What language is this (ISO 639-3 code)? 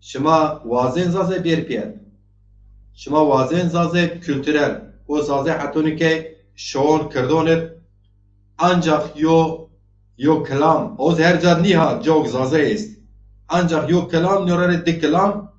zza